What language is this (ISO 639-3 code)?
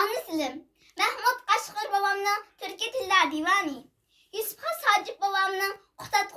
uig